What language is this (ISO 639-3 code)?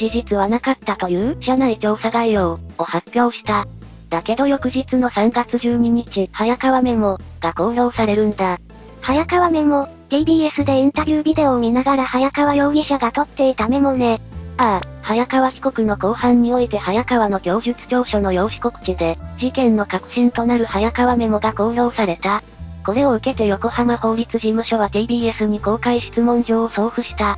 jpn